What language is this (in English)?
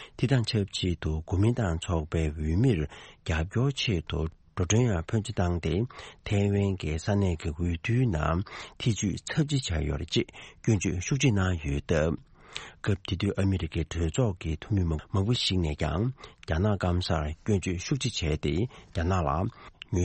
Tibetan